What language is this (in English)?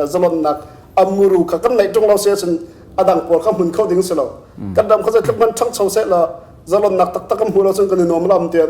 Hakha Chin